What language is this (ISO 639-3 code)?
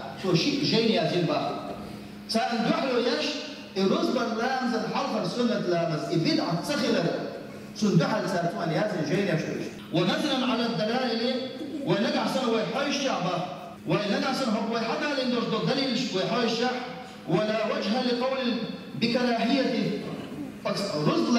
che